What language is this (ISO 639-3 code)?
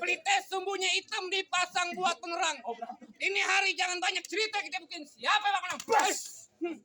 bew